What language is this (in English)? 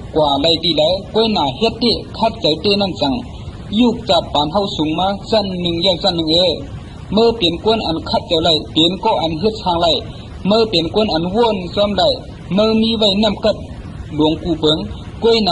Shan